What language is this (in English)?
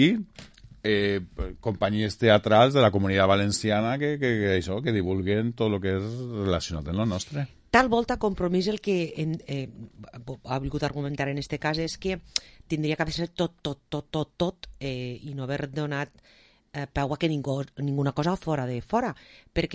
Catalan